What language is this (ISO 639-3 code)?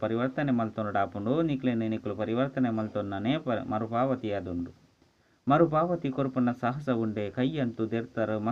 tcy